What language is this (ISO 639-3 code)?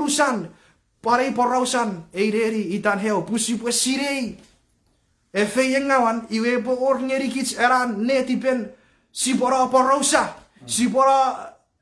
chk